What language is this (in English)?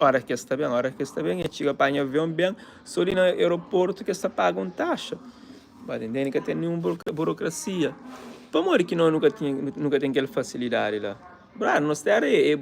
Kabuverdianu